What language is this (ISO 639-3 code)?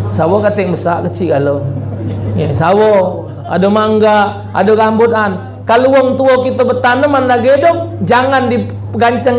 mui